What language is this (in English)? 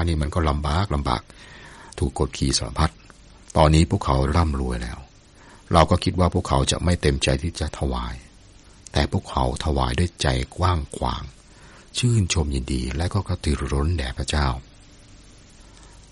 Thai